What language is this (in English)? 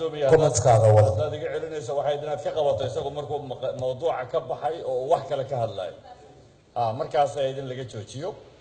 Somali